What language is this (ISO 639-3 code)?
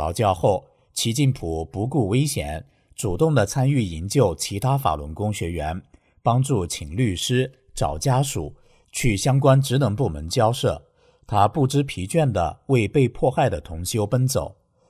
zho